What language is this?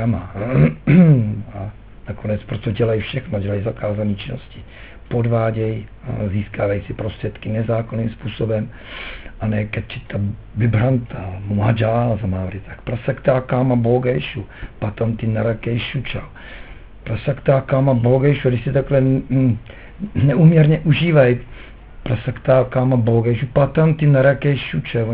Czech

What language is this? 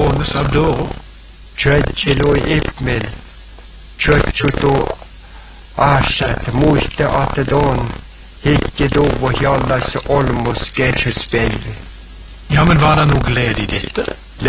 Norwegian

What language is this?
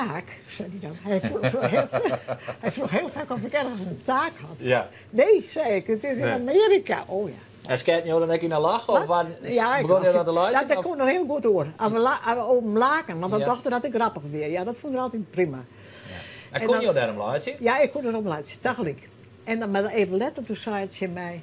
Western Frisian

